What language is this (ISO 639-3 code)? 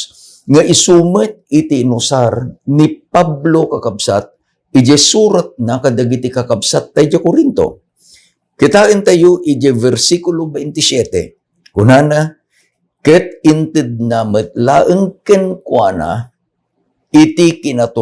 ilo